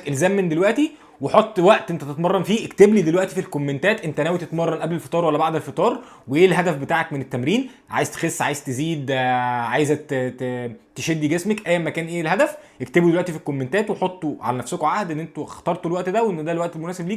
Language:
Egyptian Arabic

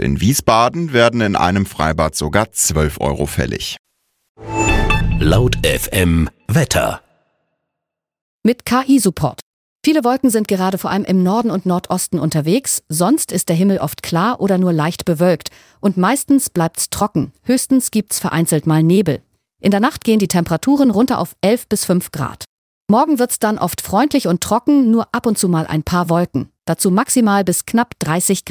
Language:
German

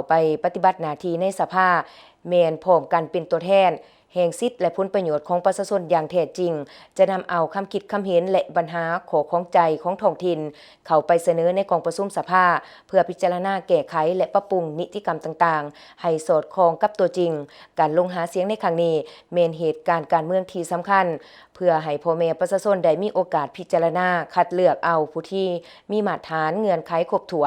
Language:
Lao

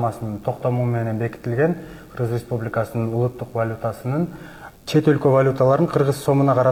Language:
Kyrgyz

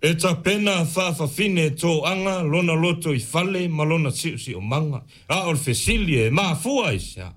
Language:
Samoan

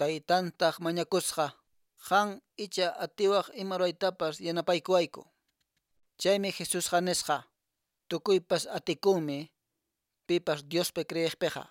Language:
Quechua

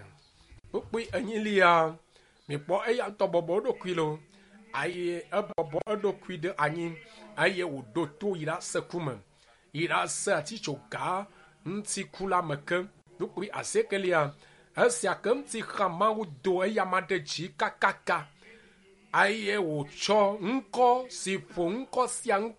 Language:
Ewe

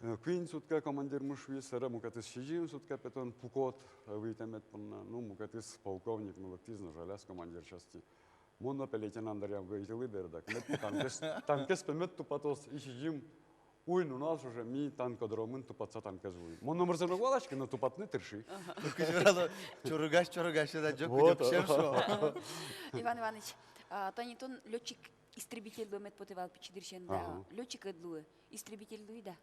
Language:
Udmurt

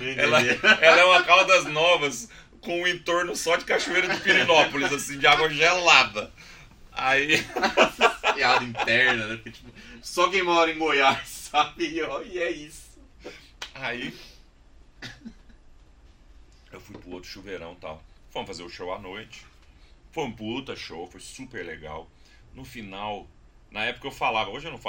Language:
Portuguese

